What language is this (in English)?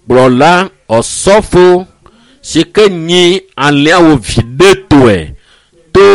Ewe